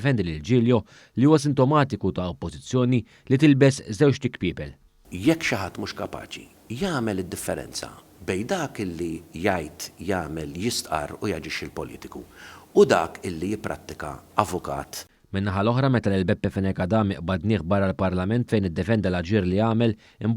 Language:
Maltese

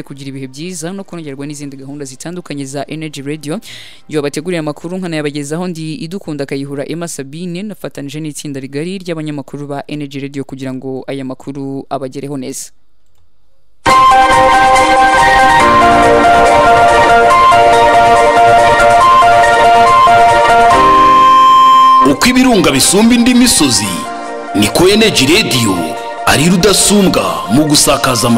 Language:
Kinyarwanda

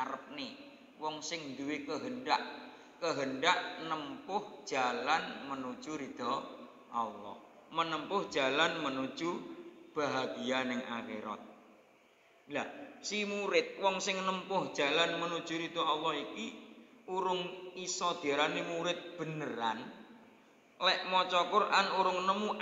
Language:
Javanese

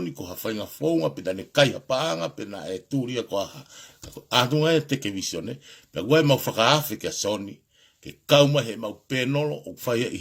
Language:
Tongan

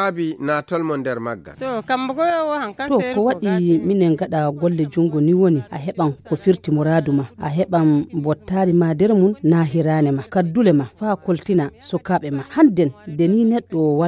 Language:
Fula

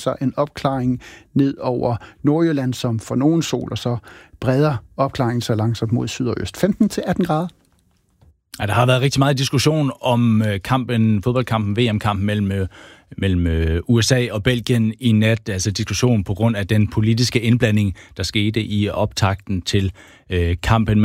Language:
Danish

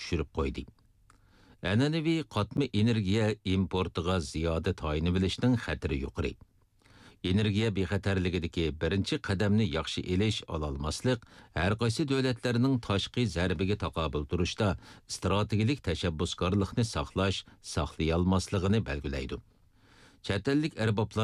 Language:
Uyghur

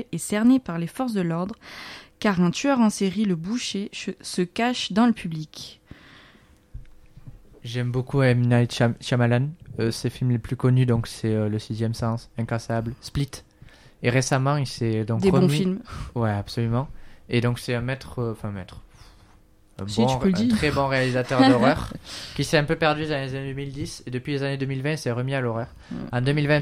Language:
French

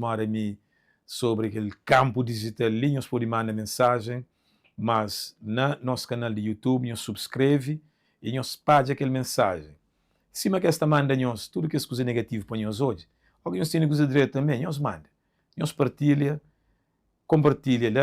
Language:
Kabuverdianu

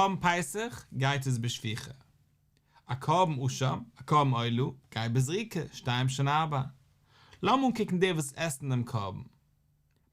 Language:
Yiddish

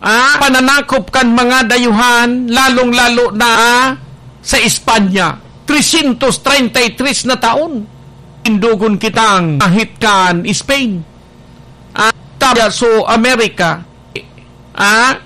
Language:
Bikol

